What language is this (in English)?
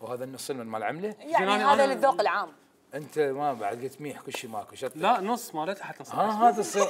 Mesopotamian Arabic